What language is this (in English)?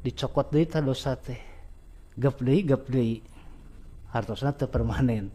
Sundanese